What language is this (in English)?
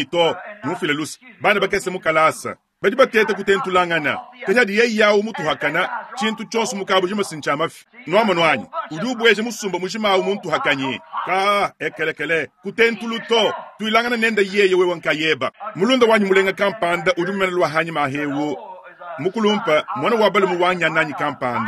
Luba-Lulua